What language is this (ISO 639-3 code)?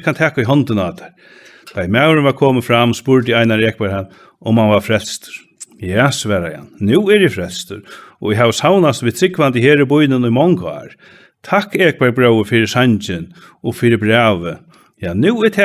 fao